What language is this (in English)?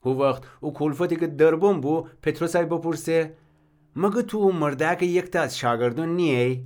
Gilaki